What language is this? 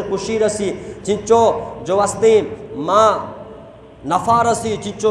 Eastern Balochi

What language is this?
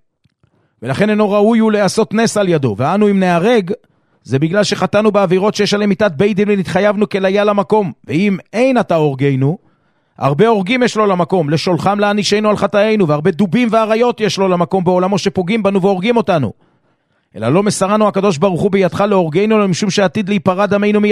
Hebrew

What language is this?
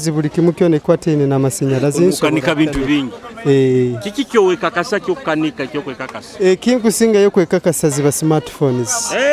Nyoro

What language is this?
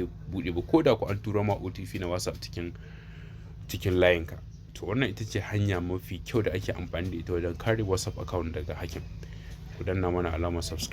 Hausa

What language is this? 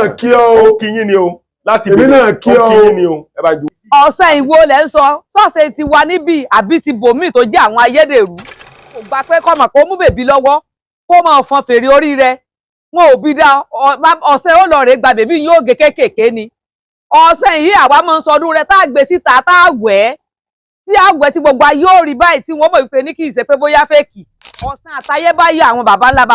Yoruba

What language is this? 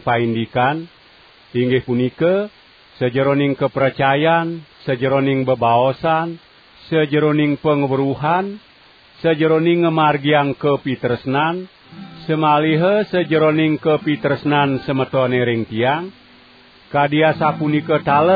Balinese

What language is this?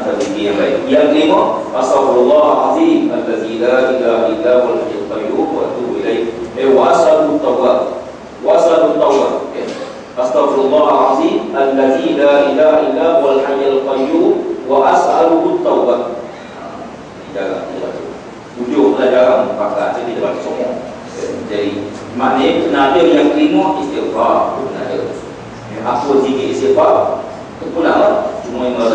Malay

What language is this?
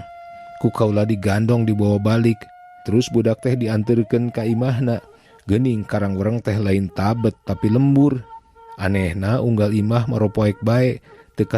Sundanese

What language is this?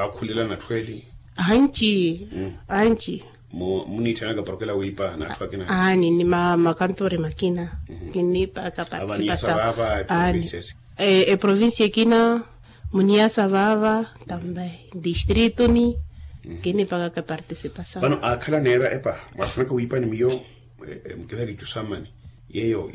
Makhuwa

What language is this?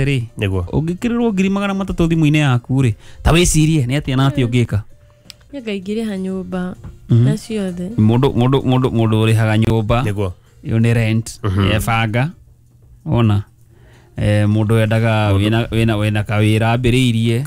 Kikuyu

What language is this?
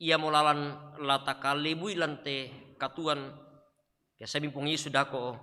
Toraja-Sa'dan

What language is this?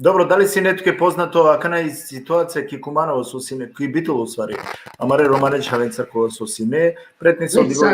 Balkan Romani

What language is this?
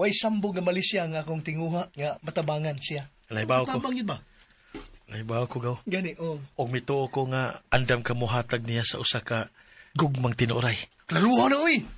Cebuano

